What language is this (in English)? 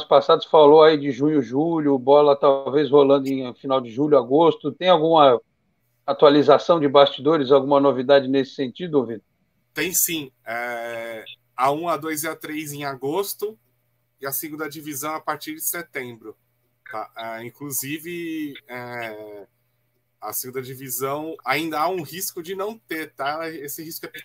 Portuguese